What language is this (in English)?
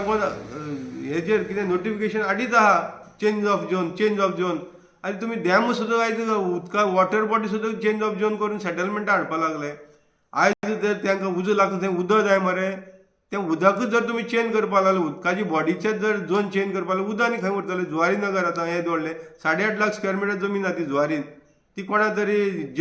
Konkani